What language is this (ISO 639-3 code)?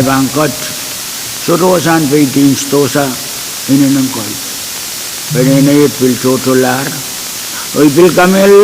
pon